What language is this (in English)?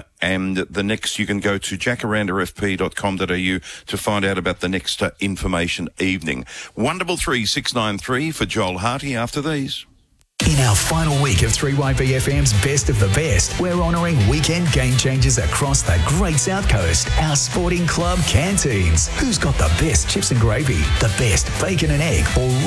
English